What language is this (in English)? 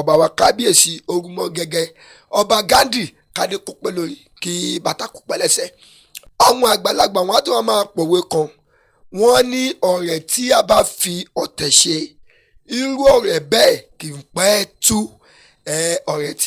Yoruba